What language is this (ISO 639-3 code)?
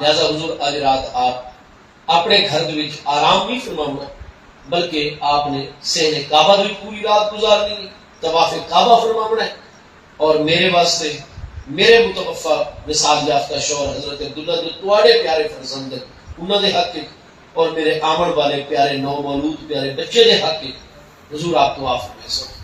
skr